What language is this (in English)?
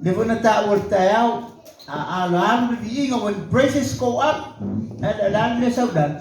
Samoan